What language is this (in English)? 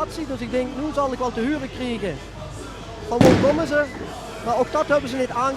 Limburgish